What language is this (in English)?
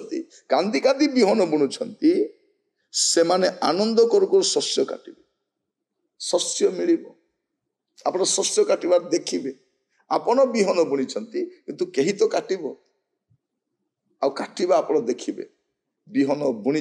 Odia